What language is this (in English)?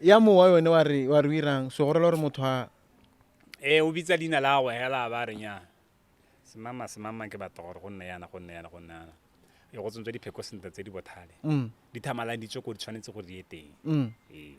Tswana